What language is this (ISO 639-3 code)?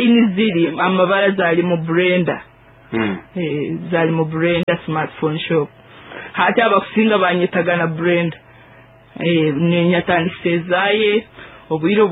nyo